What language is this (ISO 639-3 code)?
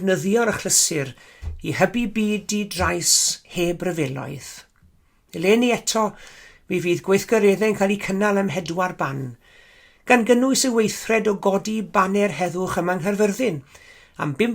cym